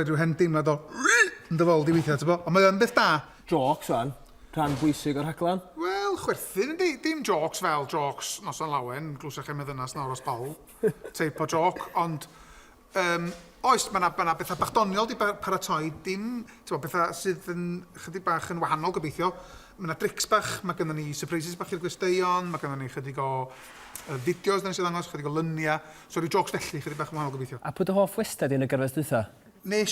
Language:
Welsh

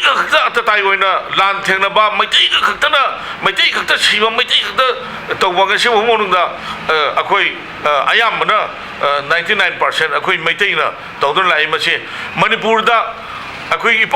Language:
Manipuri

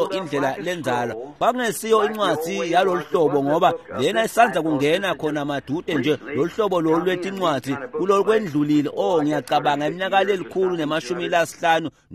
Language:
Swati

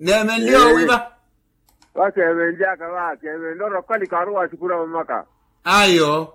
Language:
Makhuwa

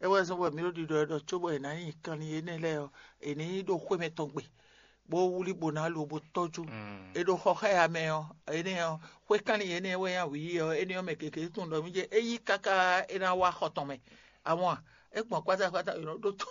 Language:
Fon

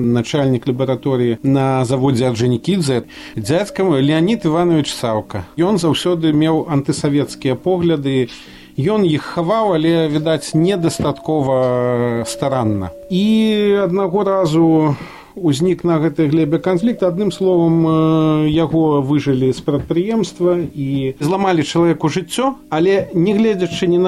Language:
Belarusian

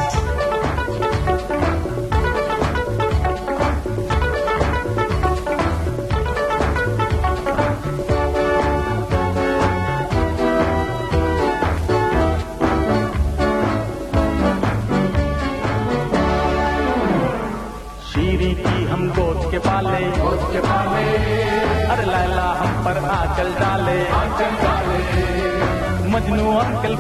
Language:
Hindi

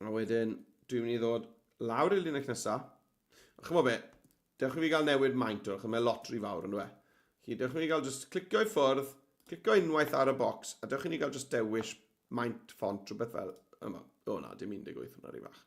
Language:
Welsh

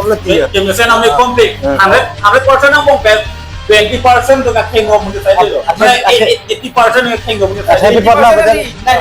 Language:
Karbi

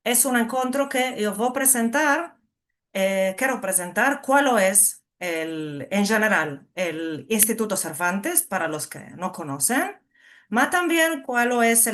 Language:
Ladino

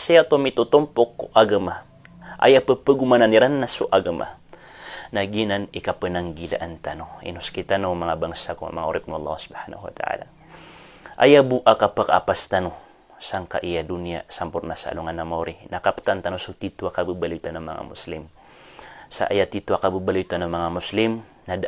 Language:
Maranao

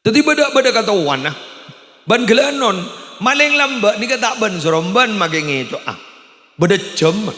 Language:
Madurese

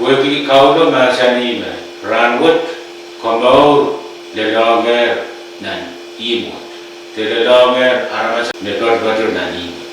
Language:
Pohnpeian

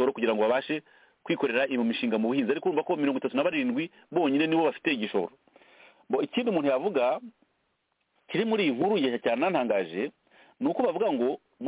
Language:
Kinyarwanda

